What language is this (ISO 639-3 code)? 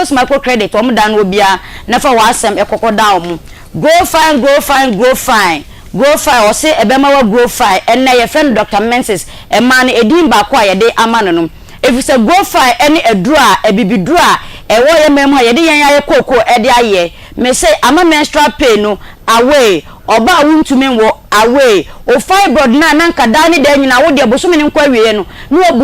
aka